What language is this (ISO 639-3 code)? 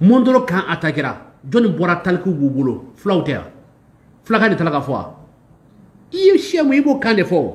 bam